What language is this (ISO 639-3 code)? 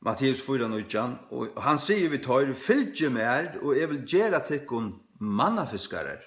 fao